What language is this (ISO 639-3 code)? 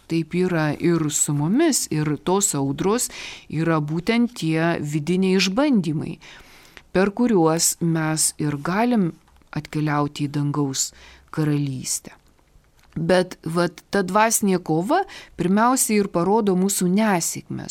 lit